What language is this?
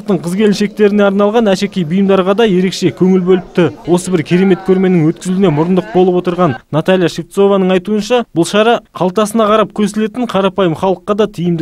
Kazakh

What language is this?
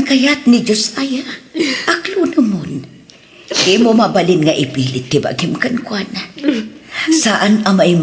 Iloko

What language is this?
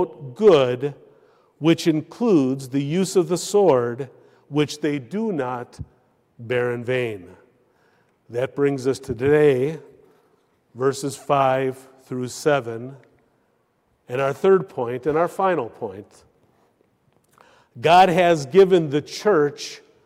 English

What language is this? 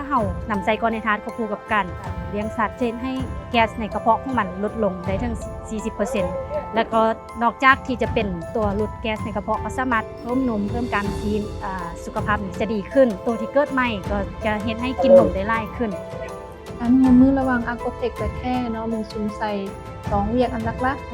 Lao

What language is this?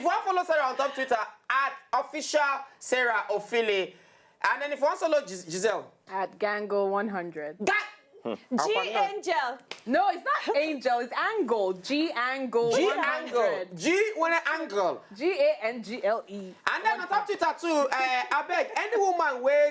Nigerian Pidgin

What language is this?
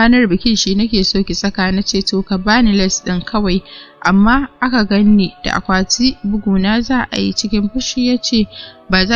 Hausa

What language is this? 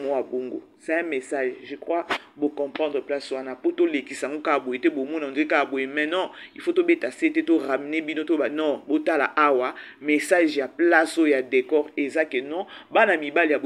Lingala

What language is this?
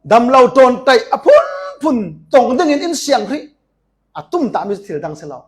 Falam Chin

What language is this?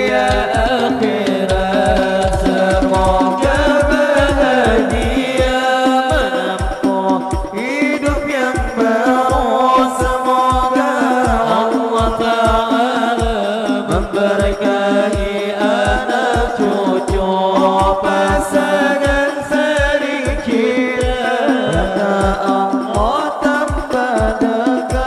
Banjar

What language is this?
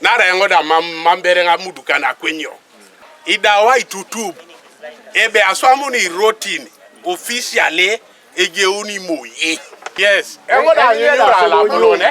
Teso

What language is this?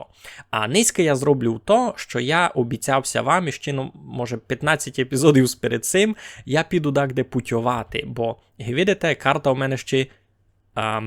Rusyn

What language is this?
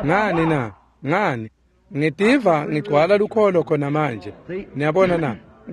Swati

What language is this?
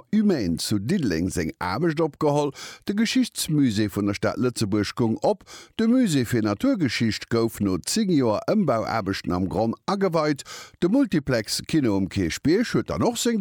Luxembourgish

